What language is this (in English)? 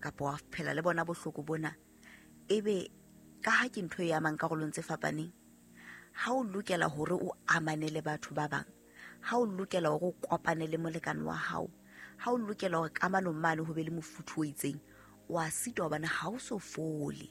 Southern Sotho